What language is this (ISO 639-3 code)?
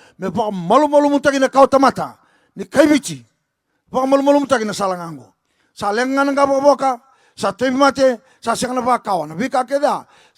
fij